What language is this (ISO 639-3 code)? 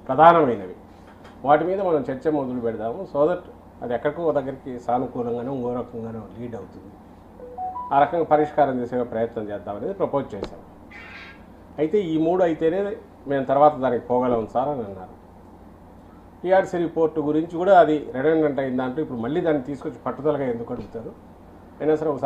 tel